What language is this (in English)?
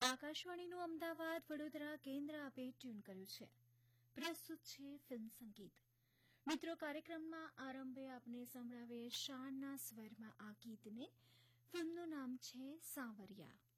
Gujarati